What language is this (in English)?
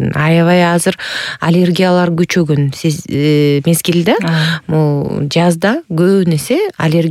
Kyrgyz